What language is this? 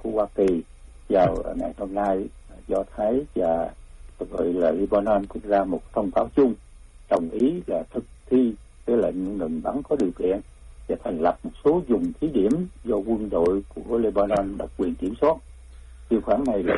Vietnamese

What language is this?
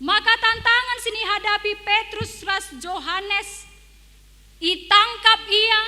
Batak Karo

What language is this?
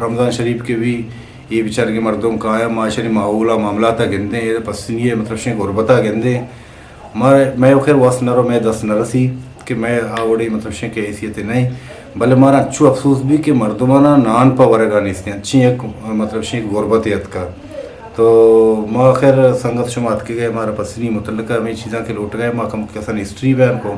Eastern Balochi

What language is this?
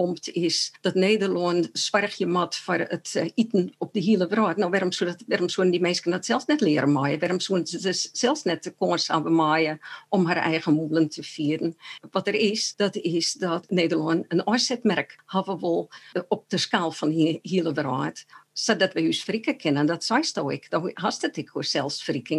Western Frisian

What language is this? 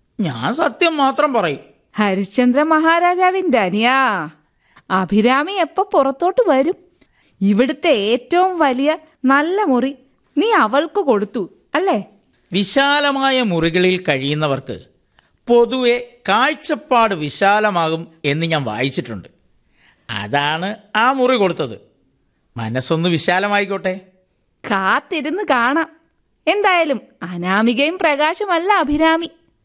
Malayalam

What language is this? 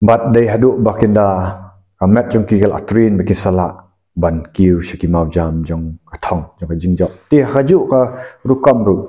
Khasi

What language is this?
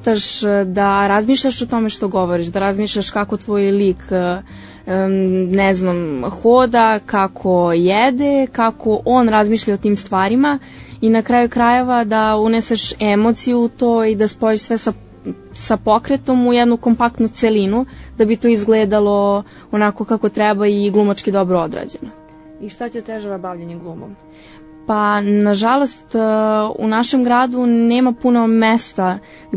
Serbian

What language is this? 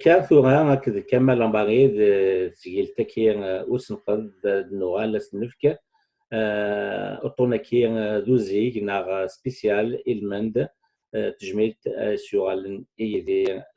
Kabyle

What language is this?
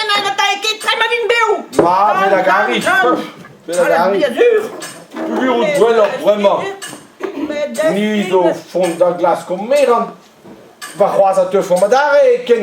Breton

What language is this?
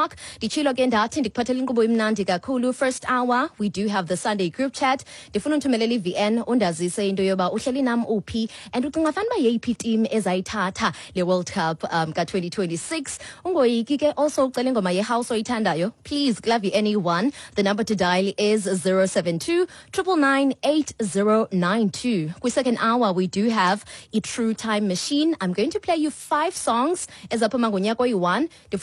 Xhosa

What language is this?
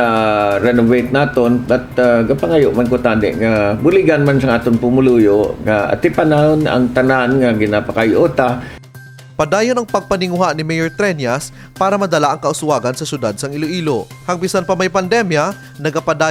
Hiligaynon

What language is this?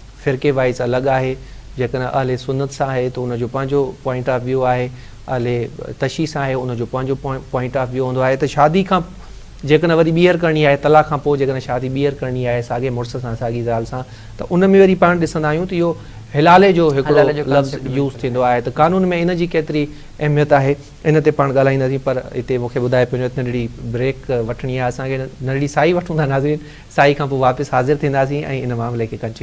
Sindhi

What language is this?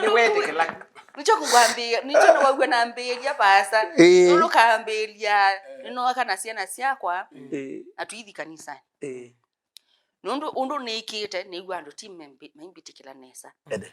Kamba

